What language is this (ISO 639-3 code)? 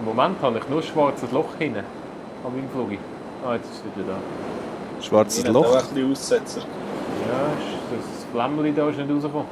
gsw